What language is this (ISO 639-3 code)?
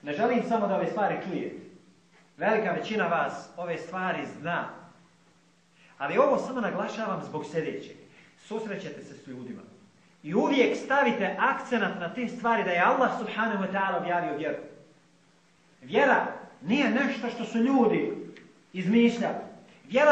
bos